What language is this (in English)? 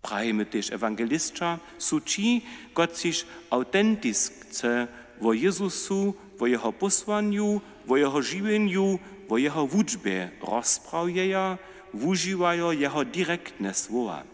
Upper Sorbian